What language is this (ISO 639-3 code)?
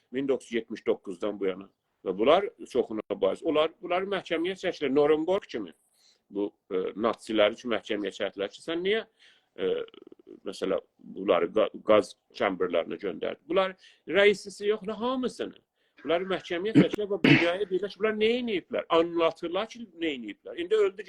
azb